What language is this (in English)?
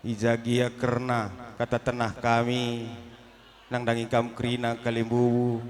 Batak Karo